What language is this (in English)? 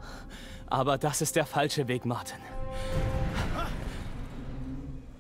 German